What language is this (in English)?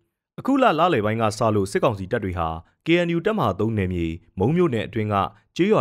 Burmese